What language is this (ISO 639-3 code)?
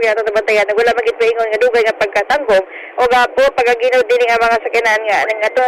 ceb